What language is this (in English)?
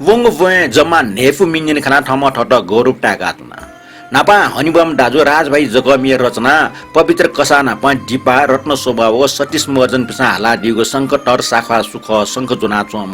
Newari